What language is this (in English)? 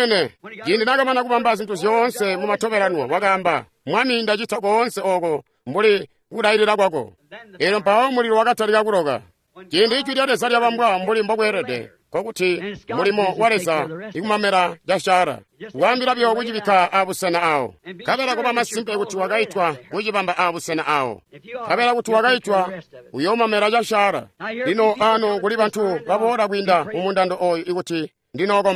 Tonga (Zambia)